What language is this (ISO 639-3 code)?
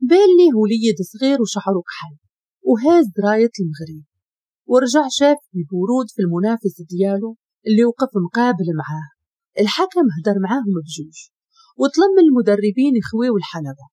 ary